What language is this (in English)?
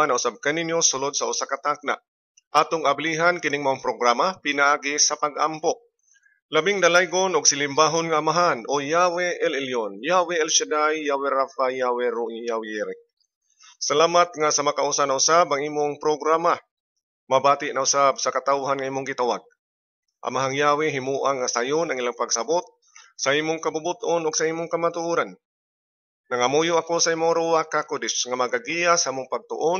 Cebuano